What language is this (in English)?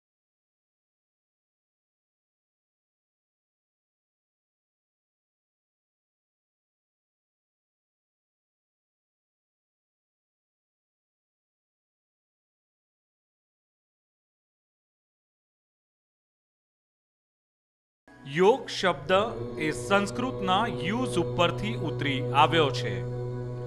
Gujarati